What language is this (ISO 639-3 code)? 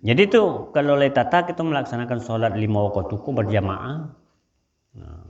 min